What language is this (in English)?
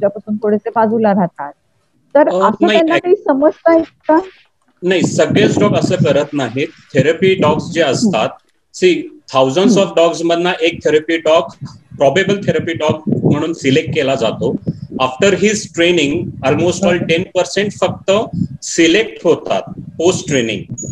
Marathi